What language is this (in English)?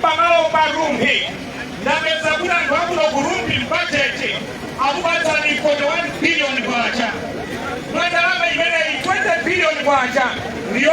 Nyanja